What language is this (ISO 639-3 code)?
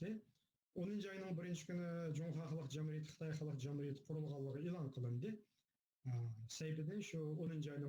uig